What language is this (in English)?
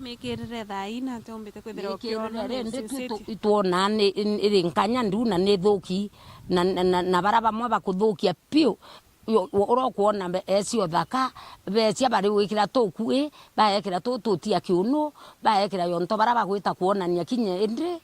Meru